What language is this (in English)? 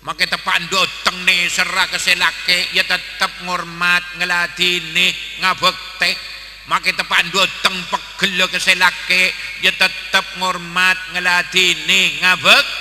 Madurese